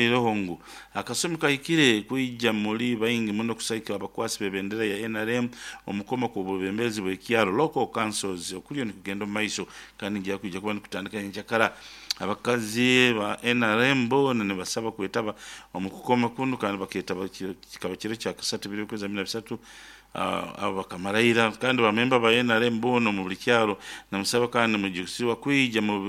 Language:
Nyoro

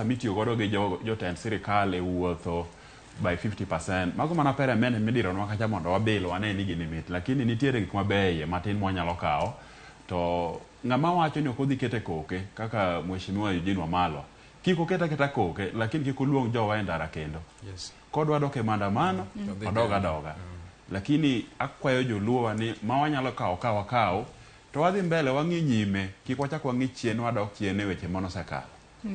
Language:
Luo (Kenya and Tanzania)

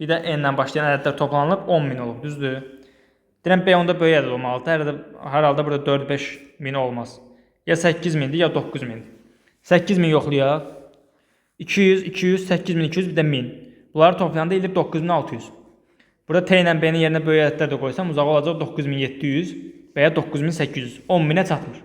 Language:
Azerbaijani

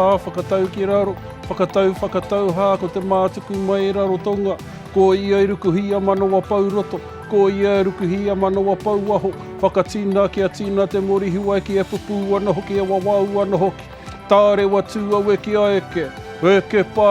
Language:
Māori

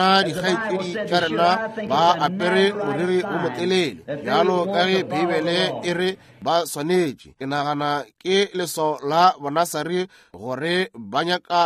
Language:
Northern Sotho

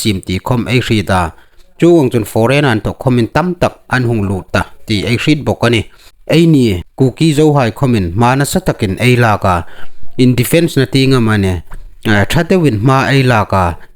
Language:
Hmar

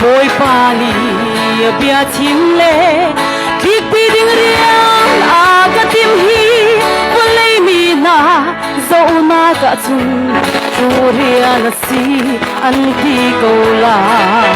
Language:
Hakha Chin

